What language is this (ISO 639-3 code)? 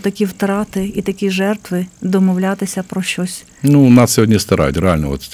ukr